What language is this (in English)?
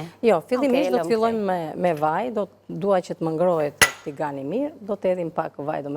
Albanian